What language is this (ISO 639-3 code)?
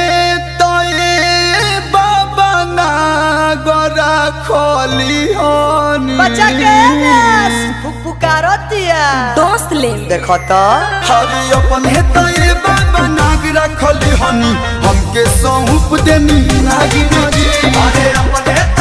bho